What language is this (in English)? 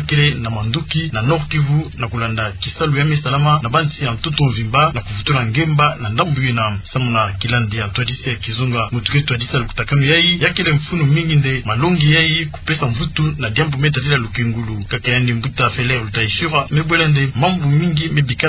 Kituba (Democratic Republic of Congo)